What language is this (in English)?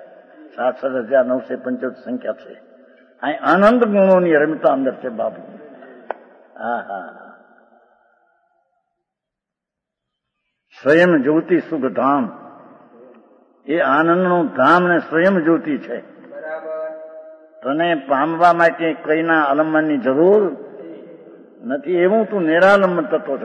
Gujarati